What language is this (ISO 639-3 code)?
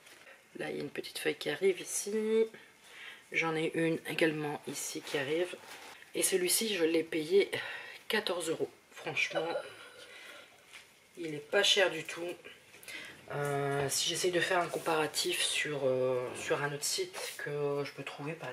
fra